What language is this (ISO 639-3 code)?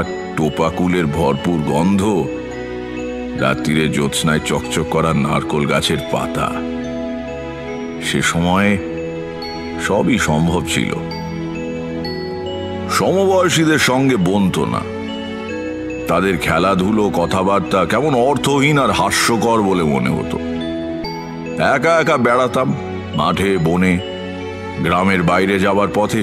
ben